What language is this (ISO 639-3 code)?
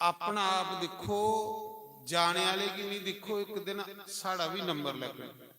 doi